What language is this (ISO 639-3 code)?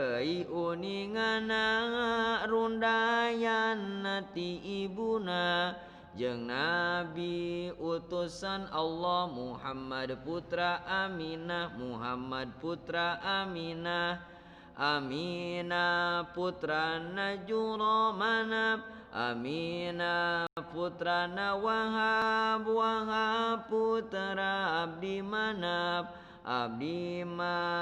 sun